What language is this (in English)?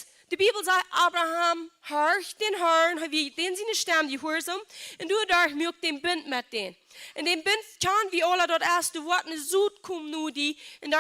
Plautdietsch